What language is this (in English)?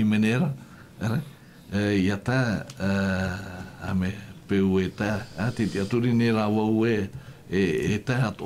Tahitian